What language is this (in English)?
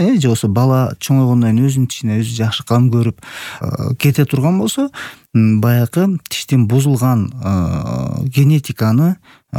Kyrgyz